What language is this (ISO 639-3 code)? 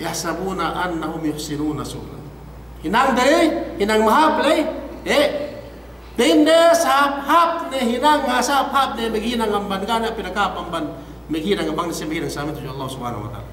yka